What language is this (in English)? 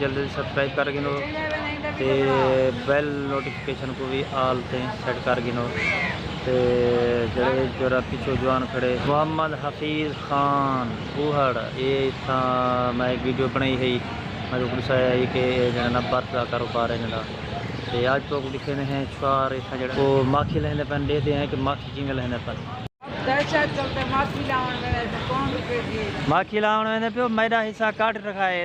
Saraiki